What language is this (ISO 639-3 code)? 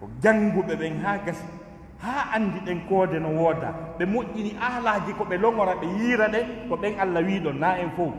ful